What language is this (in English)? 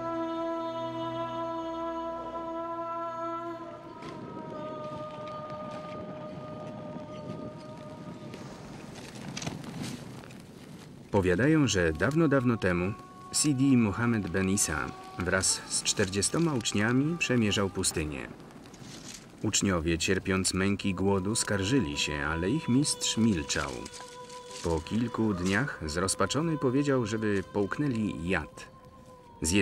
Polish